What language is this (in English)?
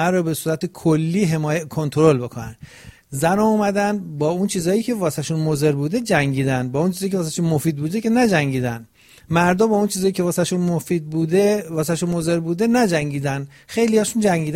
Persian